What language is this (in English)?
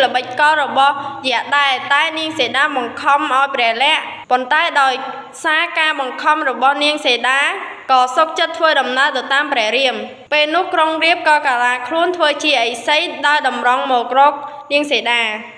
Khmer